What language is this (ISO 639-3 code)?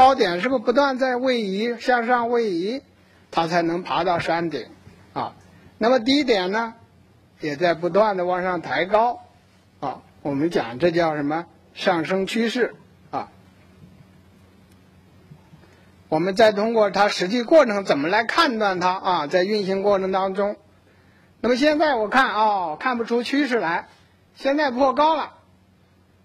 zho